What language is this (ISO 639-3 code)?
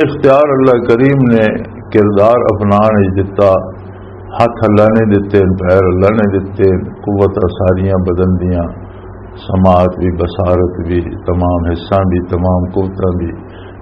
lah